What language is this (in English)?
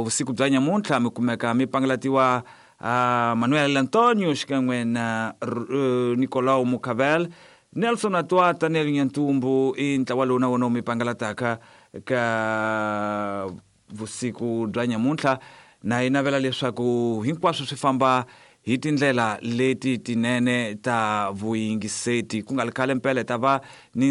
Tsonga